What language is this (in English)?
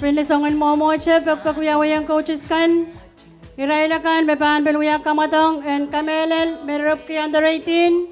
Pohnpeian